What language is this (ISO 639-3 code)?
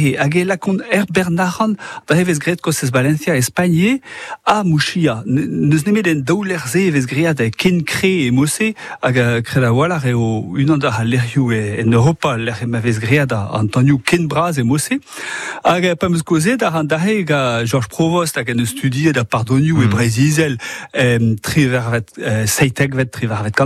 bre